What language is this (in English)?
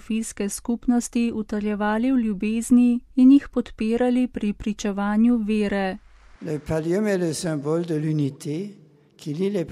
Slovenian